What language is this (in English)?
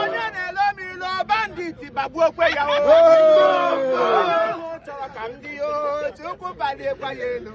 Igbo